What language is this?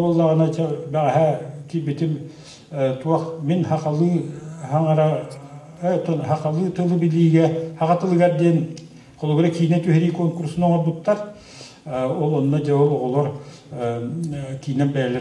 Yakut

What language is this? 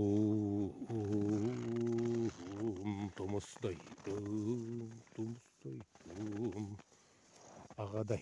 Yakut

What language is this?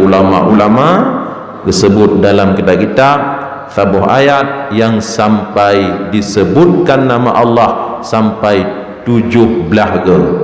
Achinese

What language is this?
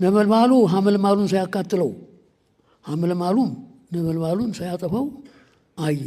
Amharic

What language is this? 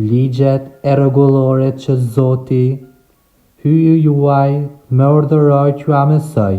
Albanian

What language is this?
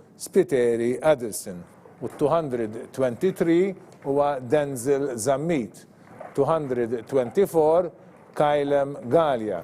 Maltese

